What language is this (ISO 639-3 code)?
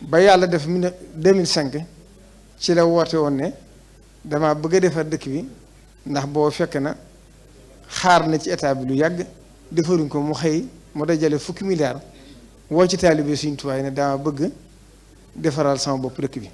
wol